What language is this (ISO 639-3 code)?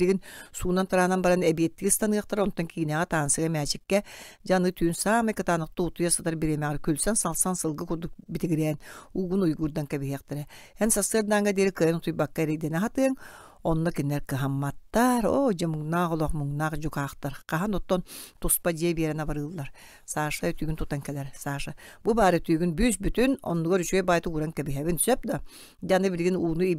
sah